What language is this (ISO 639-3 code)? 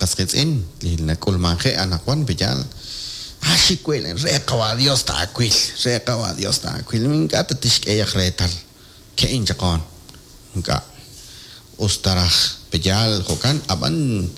kek